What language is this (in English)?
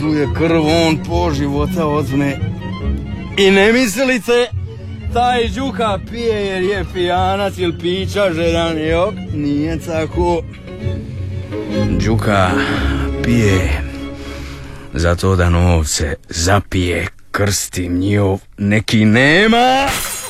Croatian